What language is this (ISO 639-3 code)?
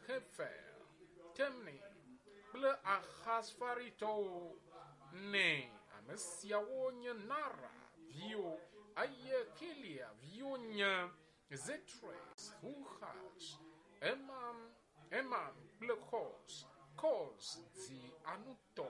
ewe